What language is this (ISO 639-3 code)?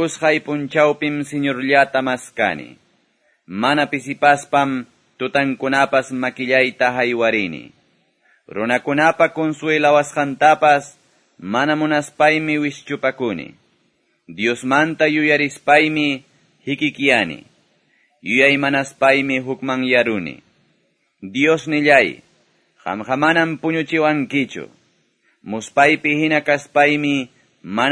que